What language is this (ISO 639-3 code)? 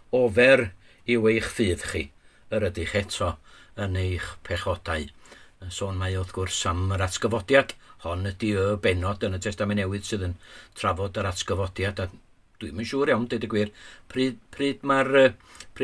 cym